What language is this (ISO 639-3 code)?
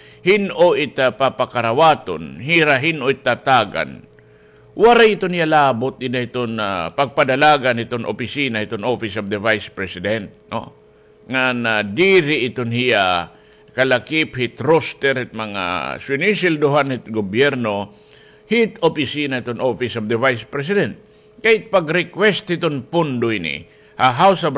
war